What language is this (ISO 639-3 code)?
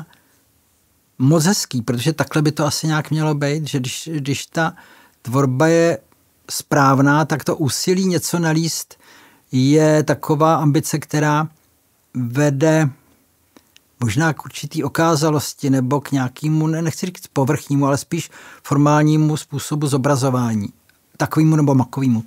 ces